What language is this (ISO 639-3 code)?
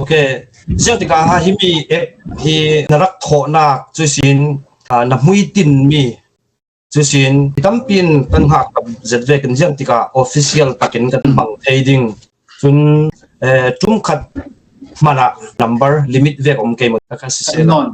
cfm